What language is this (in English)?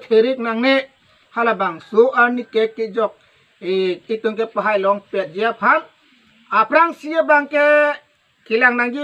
Karbi